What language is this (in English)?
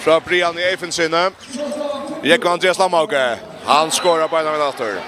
Faroese